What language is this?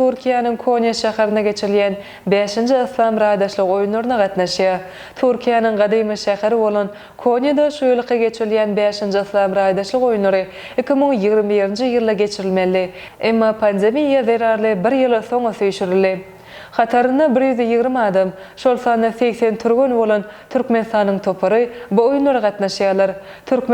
Turkmen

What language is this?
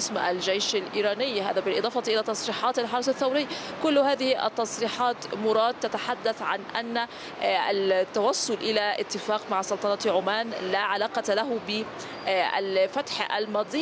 Arabic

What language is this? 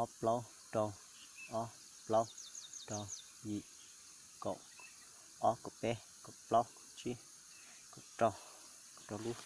Hmong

